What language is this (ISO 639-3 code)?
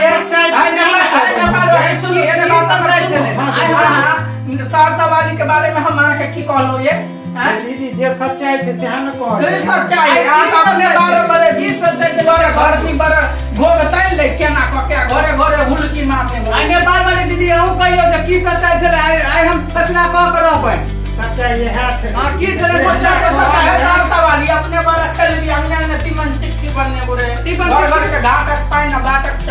mai